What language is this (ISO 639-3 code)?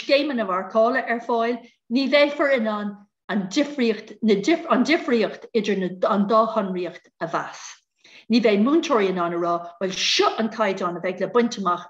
gle